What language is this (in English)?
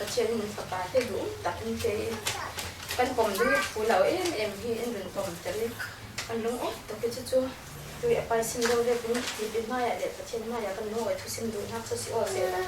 Falam Chin